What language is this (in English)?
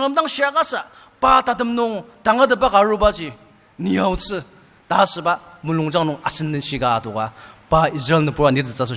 Ao Naga